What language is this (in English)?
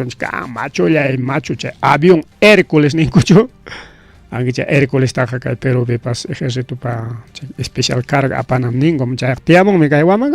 Ayacucho Quechua